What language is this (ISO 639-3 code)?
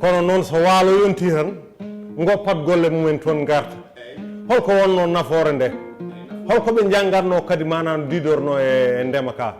ful